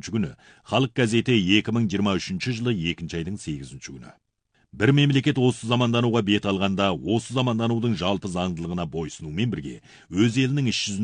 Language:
Kazakh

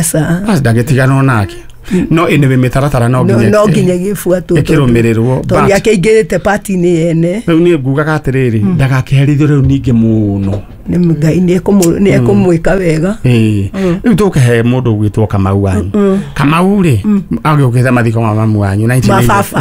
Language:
Kikuyu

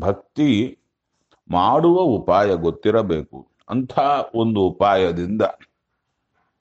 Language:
Kannada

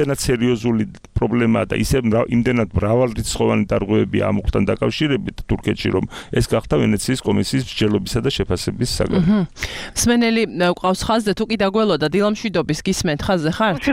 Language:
Georgian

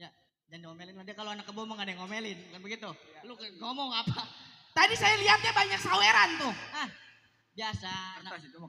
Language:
Betawi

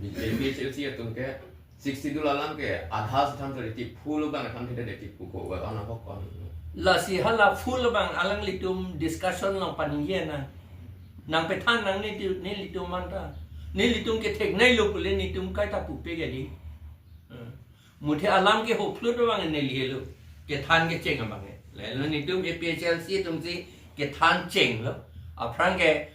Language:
Karbi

